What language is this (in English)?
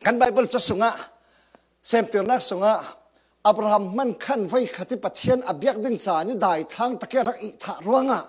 Falam Chin